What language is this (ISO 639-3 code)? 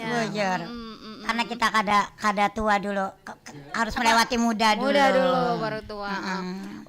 bjn